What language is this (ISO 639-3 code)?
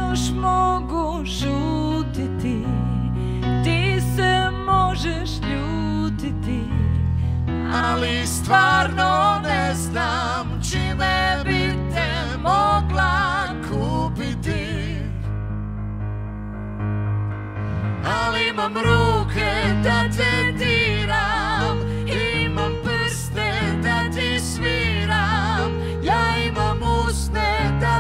hrv